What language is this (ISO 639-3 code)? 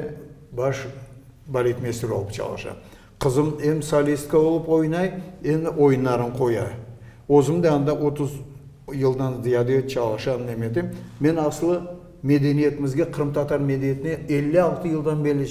crh